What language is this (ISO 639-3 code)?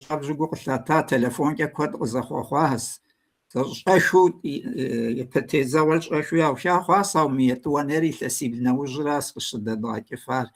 kbd